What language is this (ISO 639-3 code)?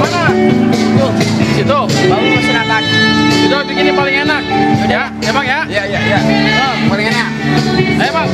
bew